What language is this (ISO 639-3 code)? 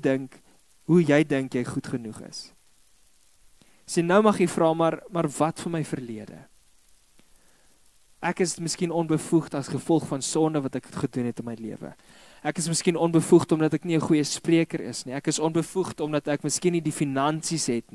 afr